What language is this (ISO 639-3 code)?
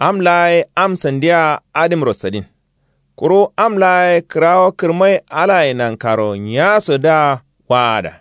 kau